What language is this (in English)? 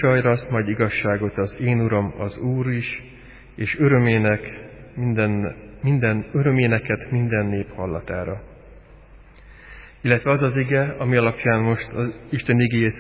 Hungarian